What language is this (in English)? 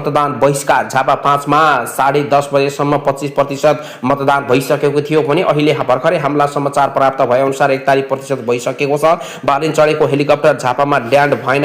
Nepali